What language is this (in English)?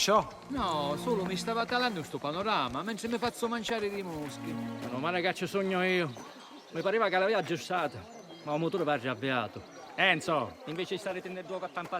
Sicilian